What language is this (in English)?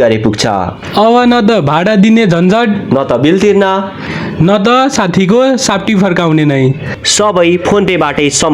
Nepali